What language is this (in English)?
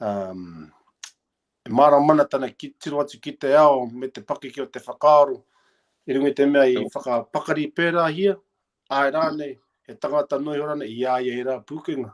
Māori